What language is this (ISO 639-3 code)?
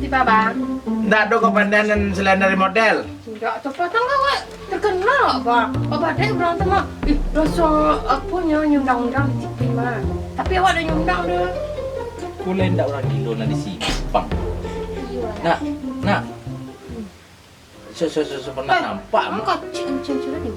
min